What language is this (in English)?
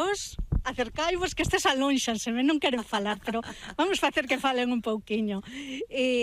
Galician